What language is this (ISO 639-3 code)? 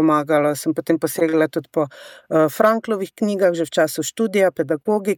slv